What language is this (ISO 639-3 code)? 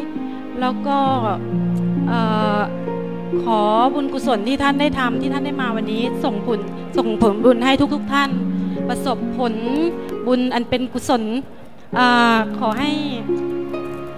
tha